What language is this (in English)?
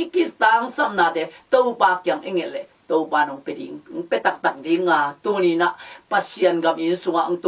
Tedim Chin